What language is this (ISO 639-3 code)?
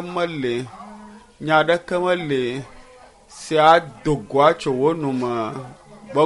ewe